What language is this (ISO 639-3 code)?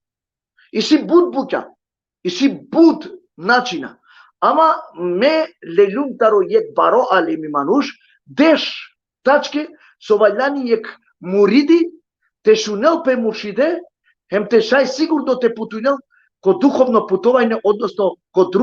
rmn